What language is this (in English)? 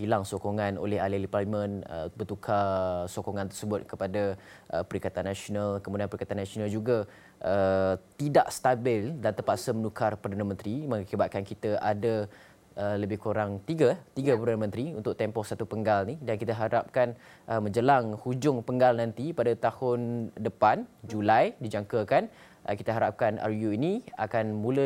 Malay